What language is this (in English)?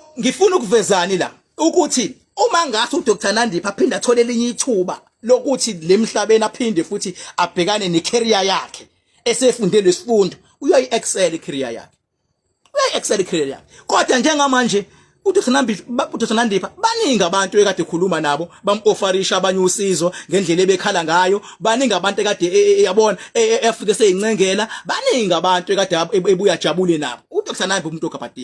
Zulu